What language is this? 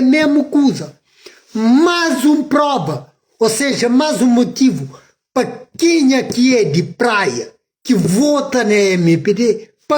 Kabuverdianu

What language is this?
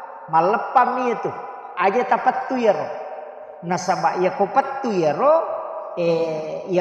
Buginese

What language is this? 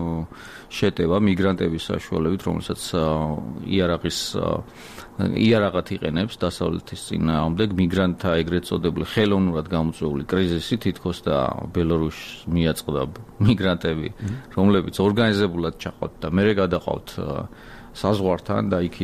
Georgian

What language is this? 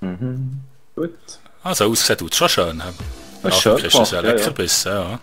Swiss German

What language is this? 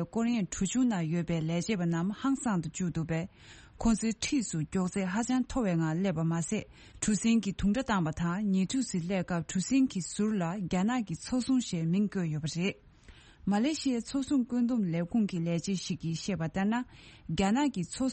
Tibetan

